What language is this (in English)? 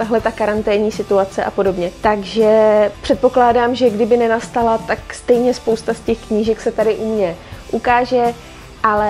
Czech